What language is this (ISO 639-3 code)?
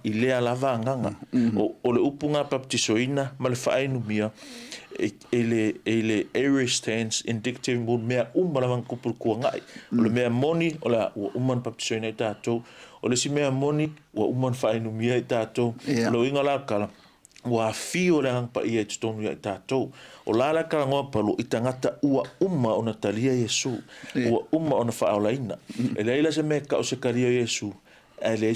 smo